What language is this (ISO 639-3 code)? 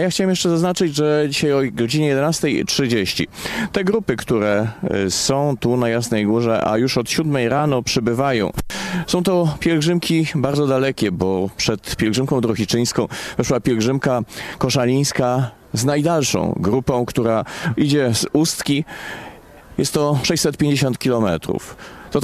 pol